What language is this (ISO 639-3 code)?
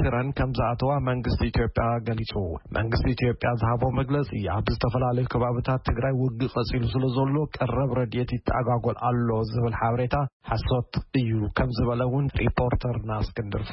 tir